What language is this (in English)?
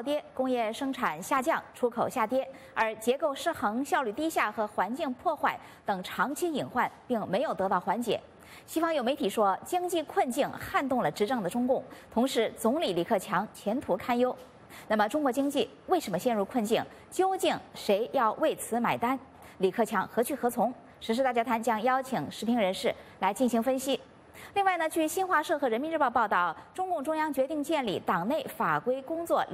Chinese